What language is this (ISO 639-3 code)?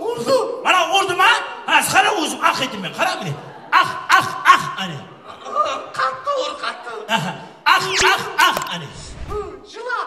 kaa